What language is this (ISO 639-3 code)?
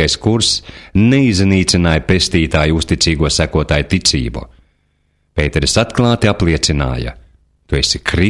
lav